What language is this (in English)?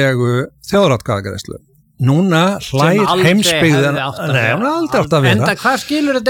Icelandic